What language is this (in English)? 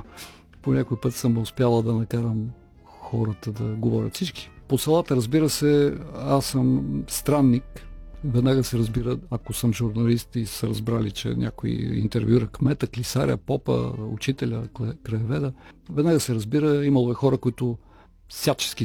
Bulgarian